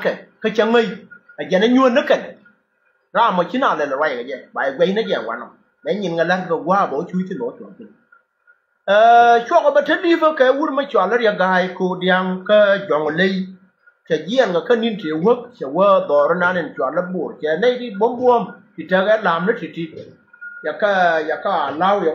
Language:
Nuer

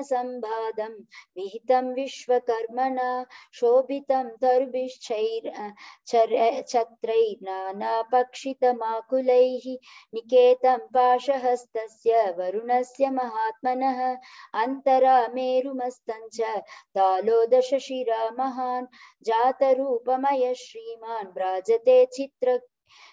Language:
Sanskrit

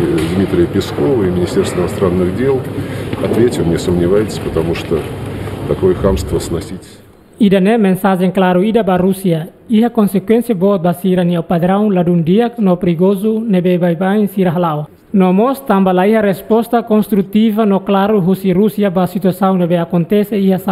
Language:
Tetum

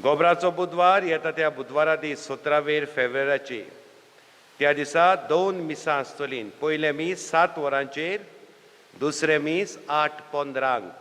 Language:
Konkani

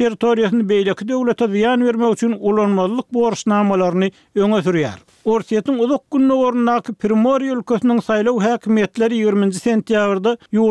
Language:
Turkmen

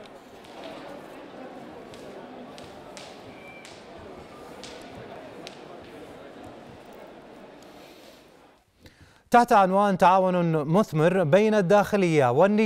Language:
Arabic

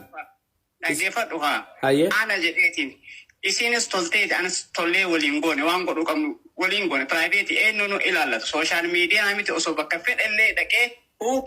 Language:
Oromo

